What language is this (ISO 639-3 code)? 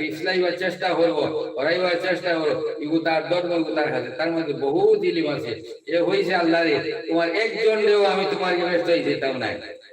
syl